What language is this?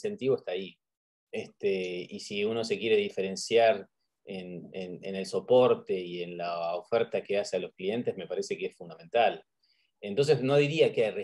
Spanish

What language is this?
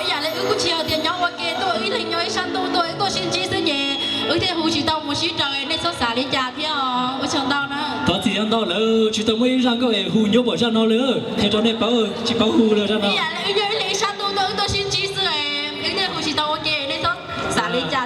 Hmong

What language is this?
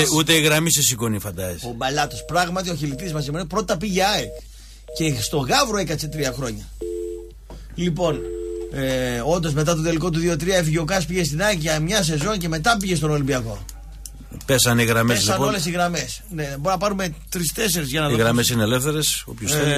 Greek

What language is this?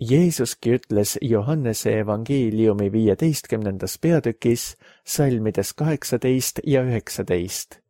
Estonian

